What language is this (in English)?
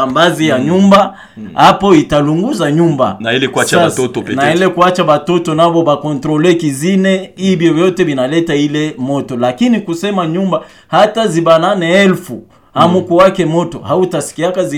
Swahili